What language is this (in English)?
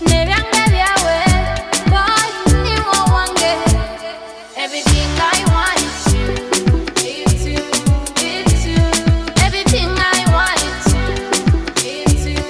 Nyoro